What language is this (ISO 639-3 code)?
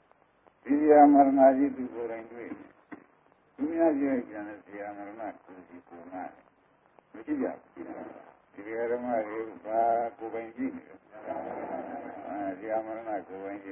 mya